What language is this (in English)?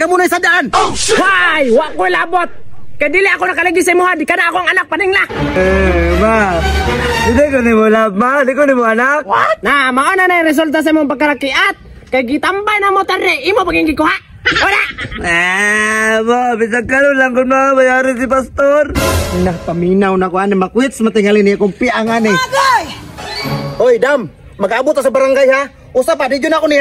Cebuano